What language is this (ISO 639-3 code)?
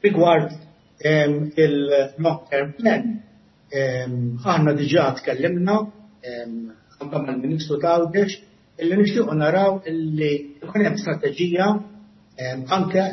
mlt